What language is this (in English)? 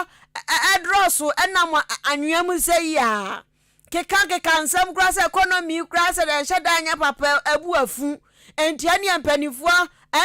Akan